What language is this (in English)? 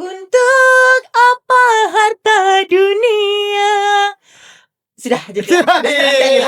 Musi